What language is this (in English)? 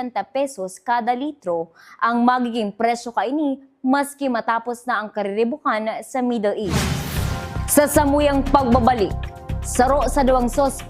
Bikol